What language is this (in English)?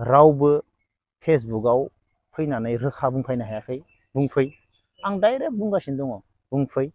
Bodo